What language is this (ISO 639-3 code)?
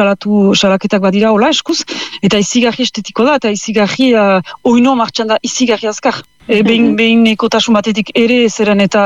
eus